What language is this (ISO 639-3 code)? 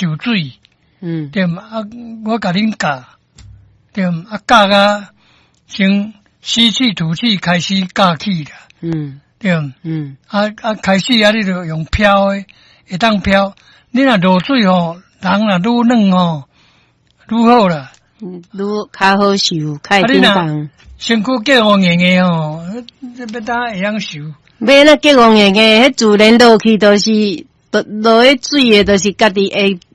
nan